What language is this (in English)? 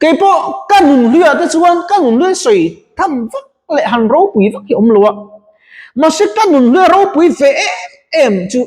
Mizo